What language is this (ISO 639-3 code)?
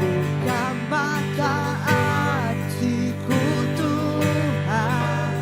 iba